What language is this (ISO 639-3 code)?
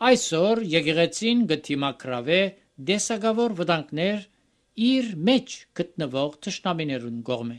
hye